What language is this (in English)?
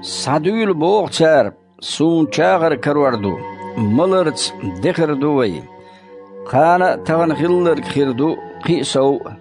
Chechen